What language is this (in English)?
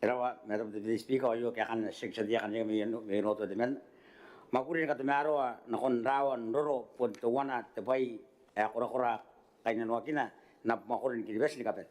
Gilbertese